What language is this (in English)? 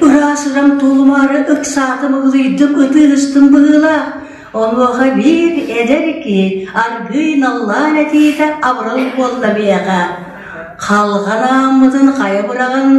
Yakut